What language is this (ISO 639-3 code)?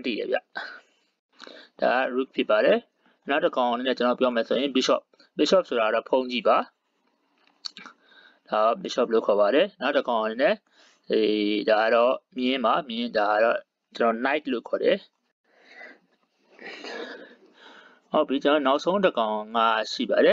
mya